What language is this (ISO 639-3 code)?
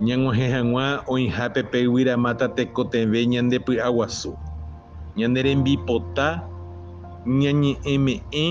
grn